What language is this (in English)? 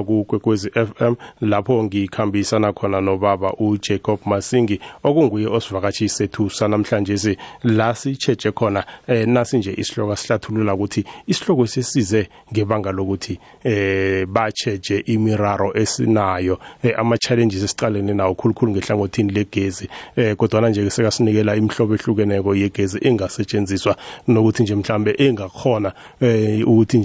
South Ndebele